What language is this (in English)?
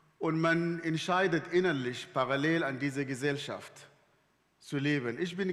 Swiss German